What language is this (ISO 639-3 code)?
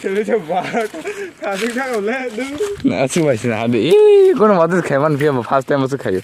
trp